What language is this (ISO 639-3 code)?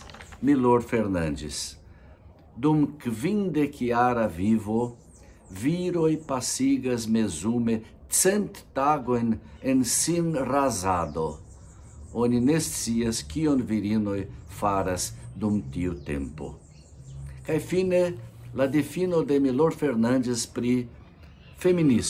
epo